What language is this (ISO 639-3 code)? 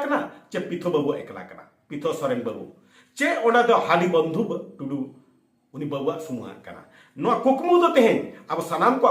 sat